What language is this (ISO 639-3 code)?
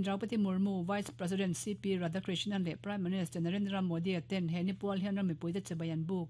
lus